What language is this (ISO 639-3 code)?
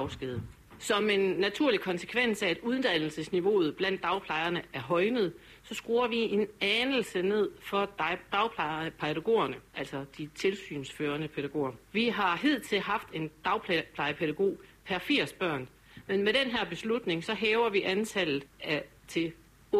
dan